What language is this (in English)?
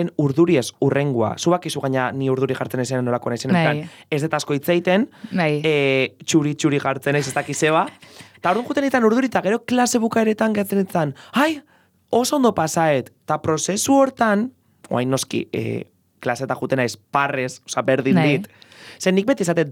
Basque